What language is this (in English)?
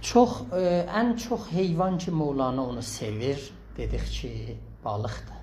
South Azerbaijani